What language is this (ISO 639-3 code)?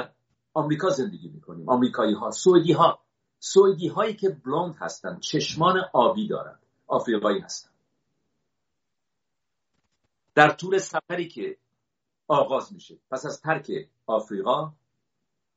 fas